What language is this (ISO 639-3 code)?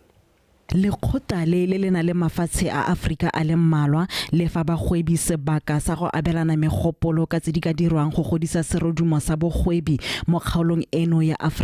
tsn